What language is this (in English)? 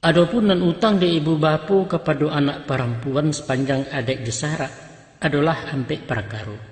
Minangkabau